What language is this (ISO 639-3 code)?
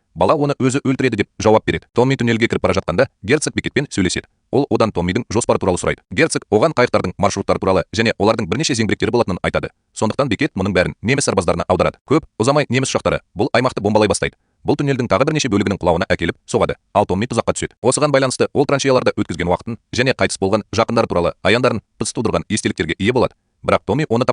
kaz